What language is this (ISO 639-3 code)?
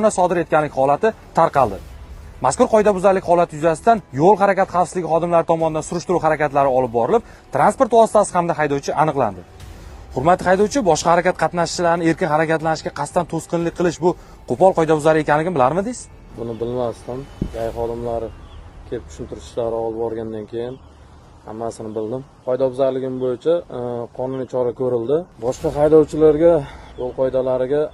uzb